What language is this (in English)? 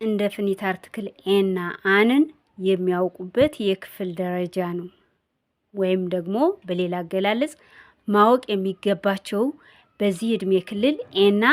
Amharic